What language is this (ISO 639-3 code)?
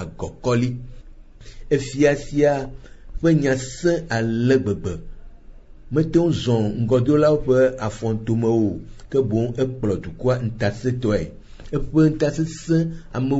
ewe